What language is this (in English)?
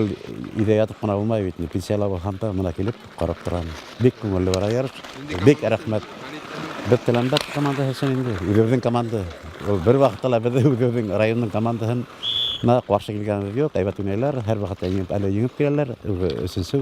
Bashkir